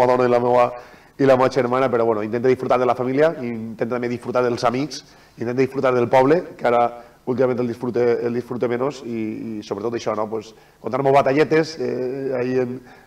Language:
Catalan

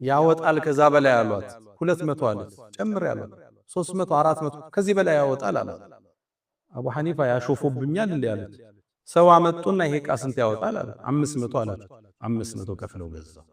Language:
Amharic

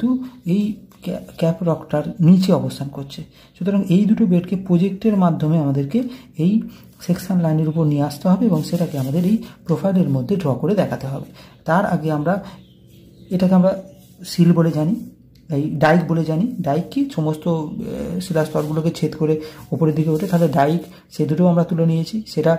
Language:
Bangla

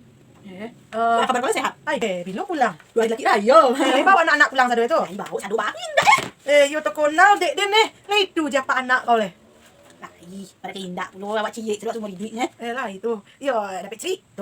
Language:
Minangkabau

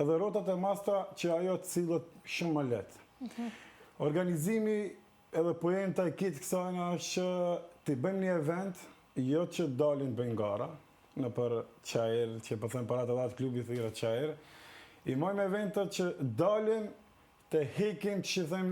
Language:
Albanian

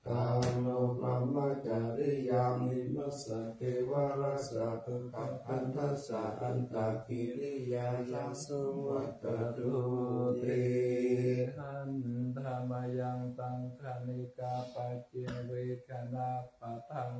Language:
Pali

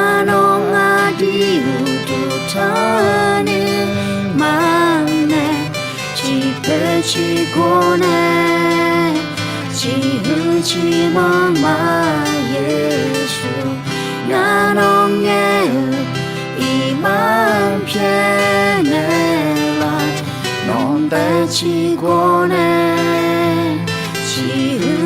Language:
Akha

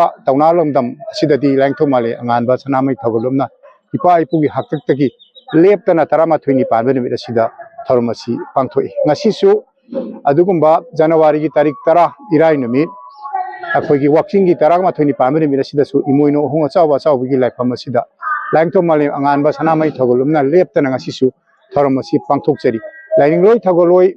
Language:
Manipuri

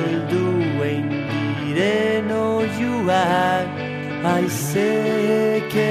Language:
Basque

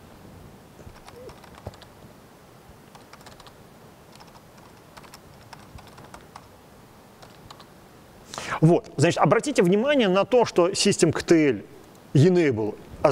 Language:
Russian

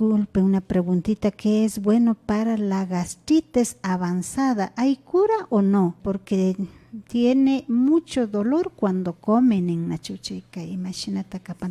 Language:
Imbabura Highland Quichua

